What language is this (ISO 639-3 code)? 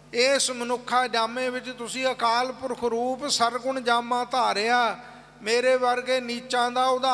pan